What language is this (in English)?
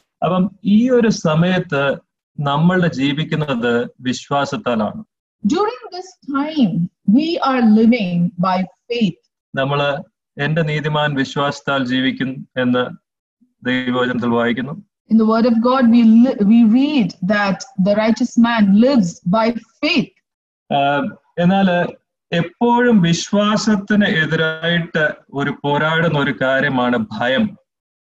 Malayalam